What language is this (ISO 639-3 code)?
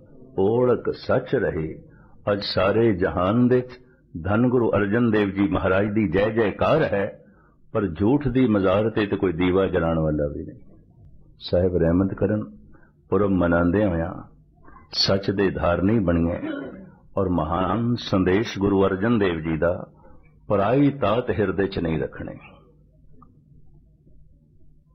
pan